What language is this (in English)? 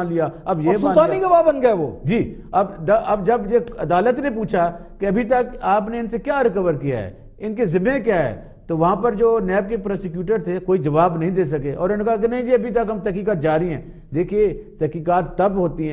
Urdu